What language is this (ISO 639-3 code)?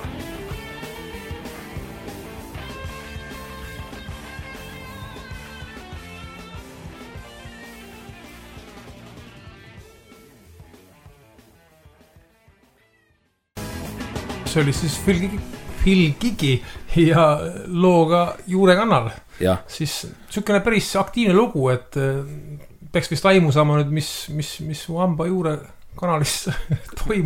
est